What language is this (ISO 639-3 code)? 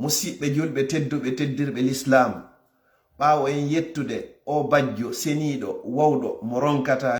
ful